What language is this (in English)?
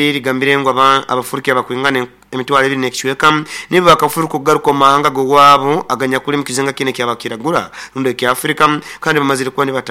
Nyankole